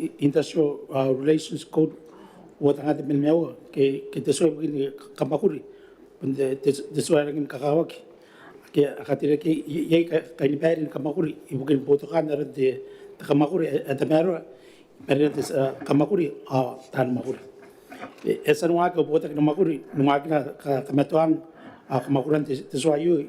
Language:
Gilbertese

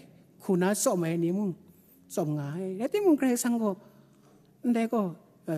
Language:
Kachin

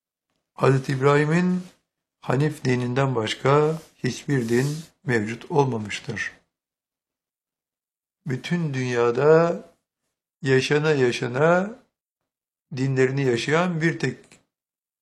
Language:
Turkish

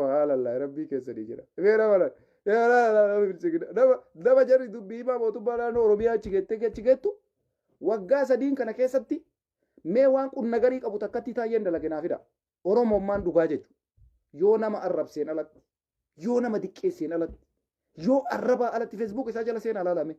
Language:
Oromo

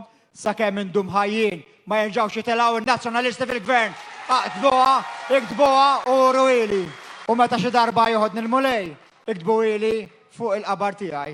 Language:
Maltese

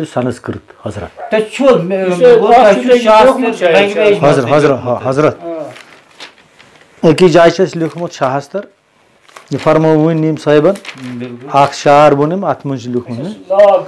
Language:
Kashmiri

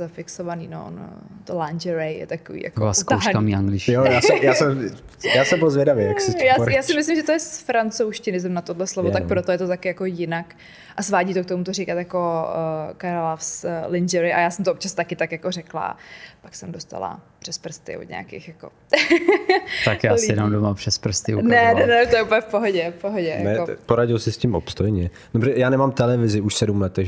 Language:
Czech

